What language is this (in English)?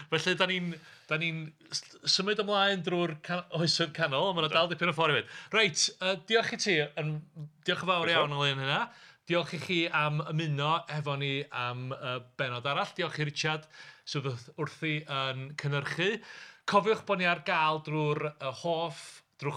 Welsh